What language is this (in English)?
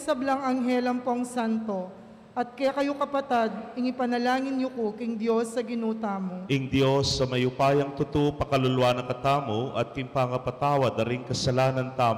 Pampanga